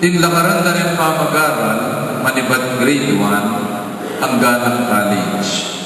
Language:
Pampanga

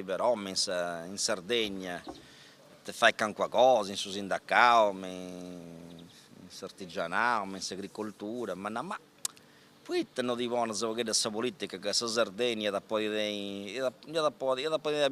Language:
Sardinian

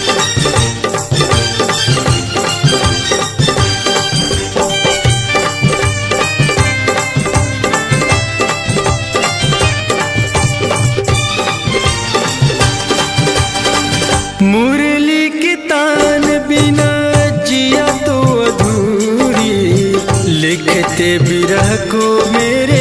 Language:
Bhojpuri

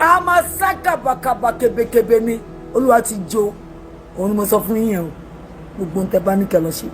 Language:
Yoruba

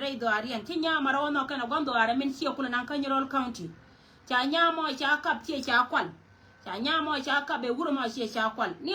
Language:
Nuer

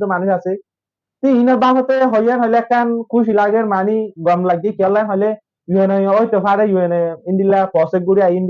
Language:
Rohingya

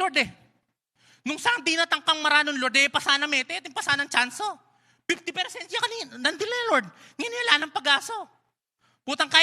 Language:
Pampanga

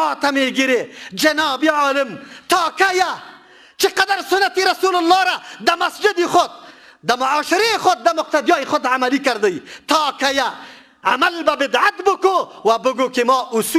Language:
Persian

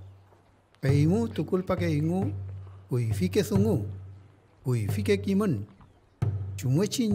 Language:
Mapuche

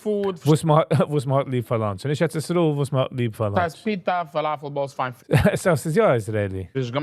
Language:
Yiddish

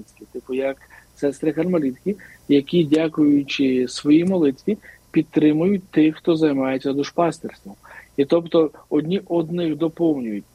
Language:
Ukrainian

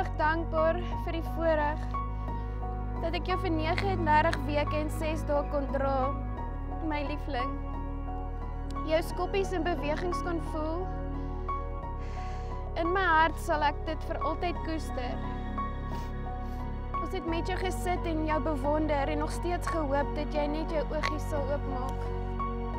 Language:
Afrikaans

